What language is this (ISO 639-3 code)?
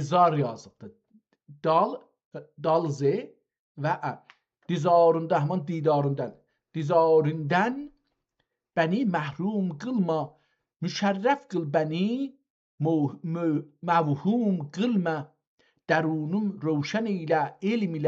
azb